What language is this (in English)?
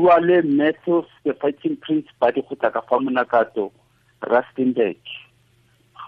Tswana